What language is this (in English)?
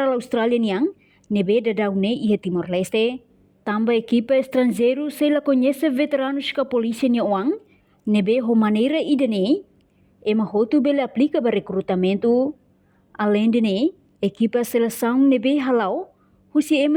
Tetum